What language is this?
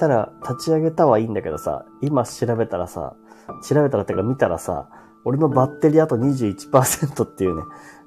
Japanese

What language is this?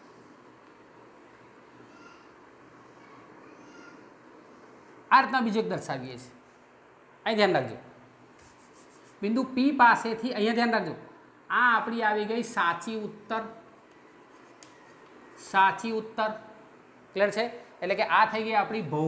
Gujarati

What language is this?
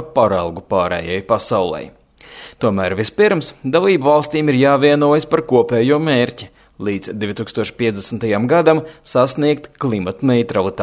Latvian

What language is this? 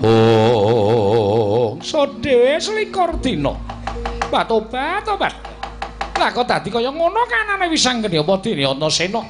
Javanese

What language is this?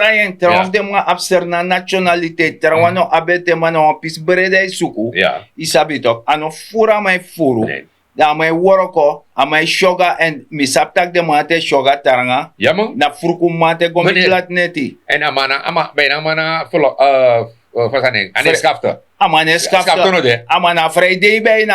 Sranan Tongo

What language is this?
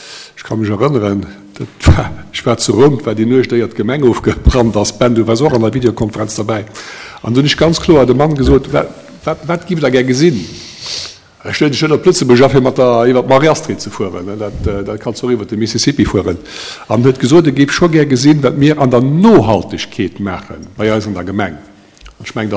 Luxembourgish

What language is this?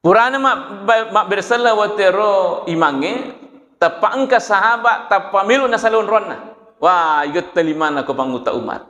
Buginese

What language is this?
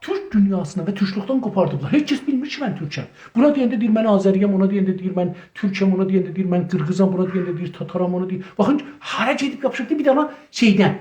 South Azerbaijani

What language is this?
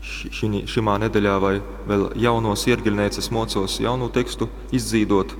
Latgalian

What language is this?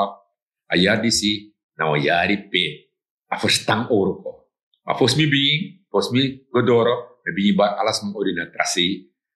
Sranan Tongo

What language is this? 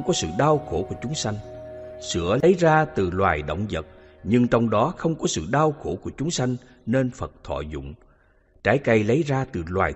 Vietnamese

